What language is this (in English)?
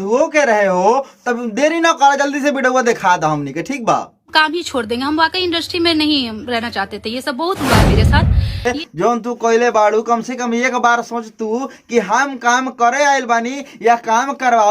Bhojpuri